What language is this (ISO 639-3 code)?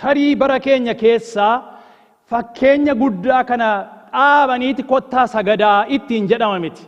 orm